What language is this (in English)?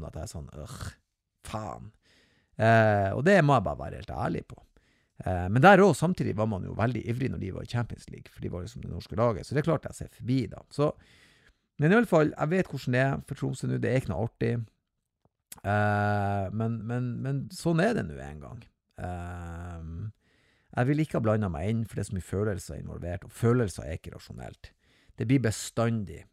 Norwegian